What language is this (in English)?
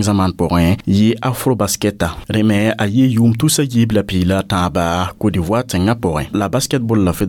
Mossi